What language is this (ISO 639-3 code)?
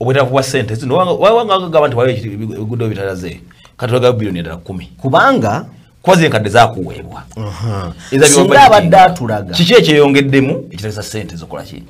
lug